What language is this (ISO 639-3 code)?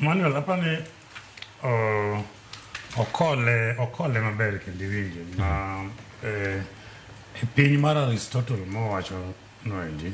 luo